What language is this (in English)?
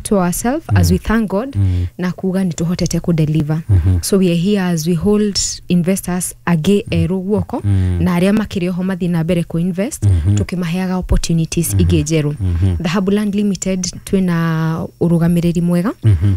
Kikuyu